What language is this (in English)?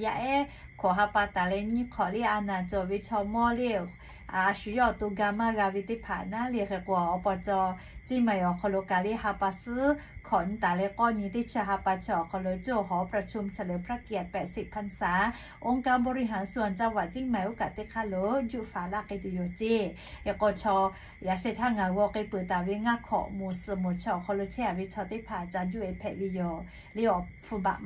Lahu